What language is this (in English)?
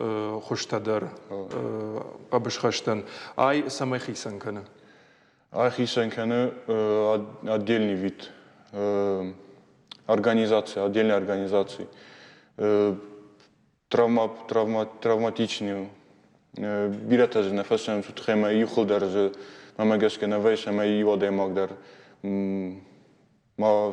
Ossetic